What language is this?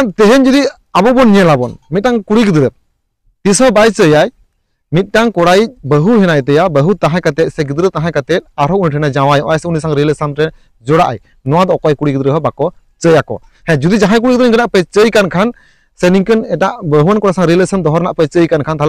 Santali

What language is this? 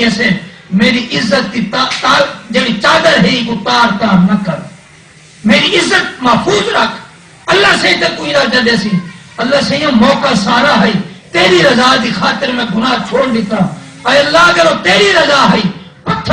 Saraiki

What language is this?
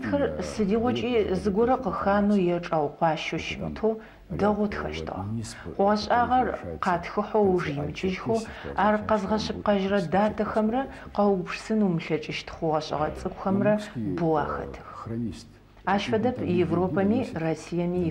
Adyghe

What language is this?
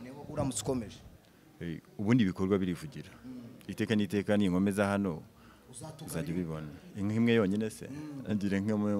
Kinyarwanda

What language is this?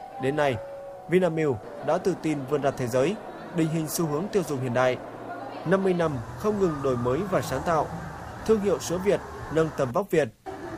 Vietnamese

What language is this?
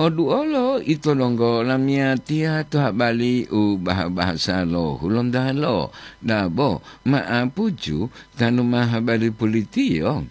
Gorontalo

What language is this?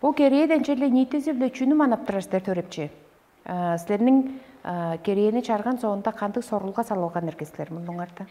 Tuvinian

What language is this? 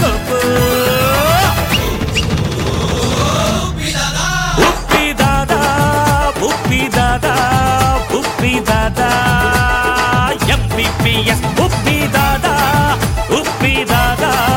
Kannada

